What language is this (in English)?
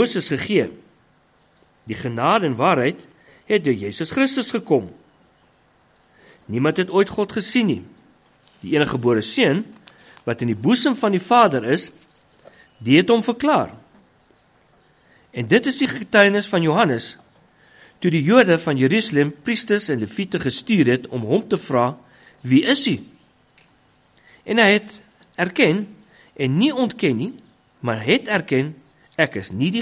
Afrikaans